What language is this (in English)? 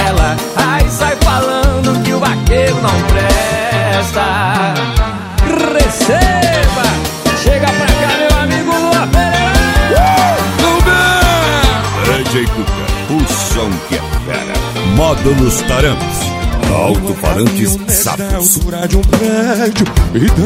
Portuguese